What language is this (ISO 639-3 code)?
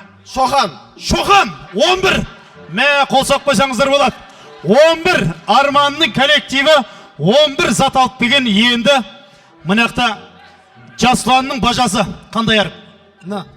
kaz